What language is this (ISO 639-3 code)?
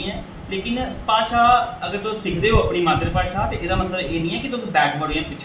doi